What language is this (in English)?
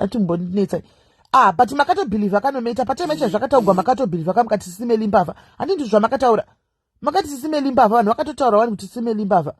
Shona